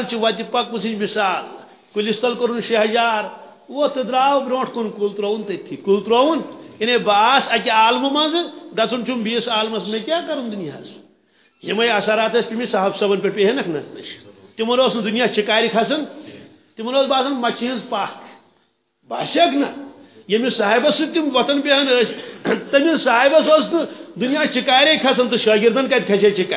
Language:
Kashmiri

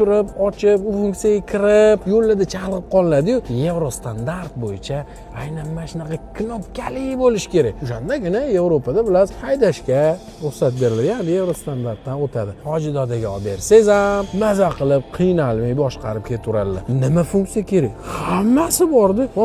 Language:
Uzbek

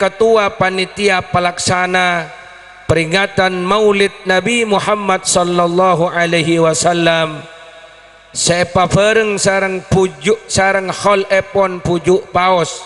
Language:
Madurese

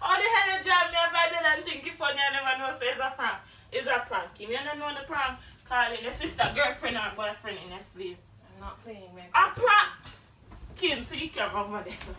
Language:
Jamaican Creole English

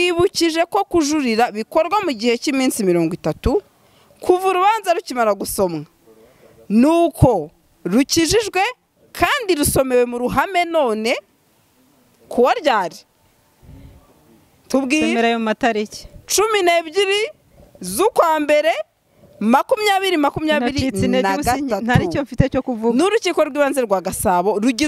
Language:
Kinyarwanda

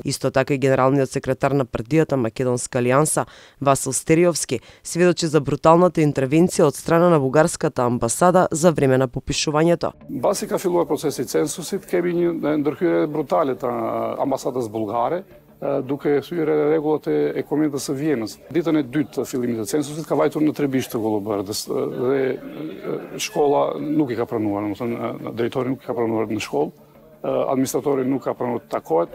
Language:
Macedonian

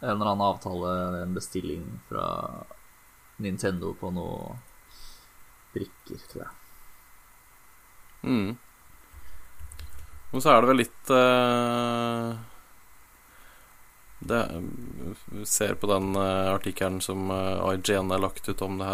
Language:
Norwegian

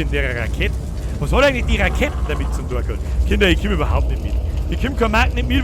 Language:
Bavarian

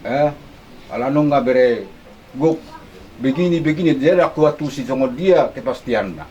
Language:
Batak Toba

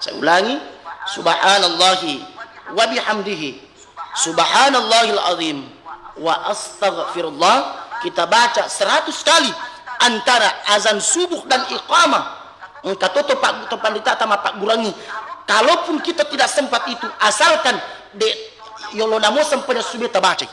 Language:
Buginese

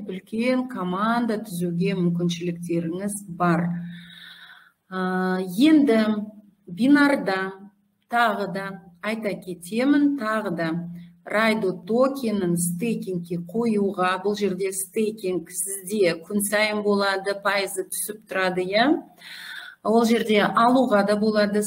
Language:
Kazakh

